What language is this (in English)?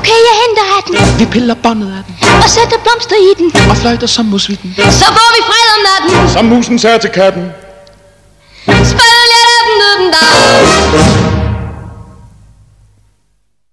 Danish